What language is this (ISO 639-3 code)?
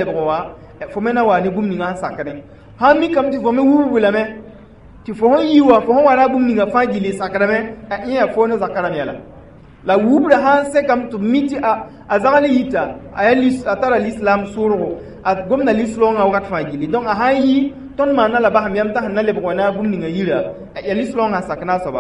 mos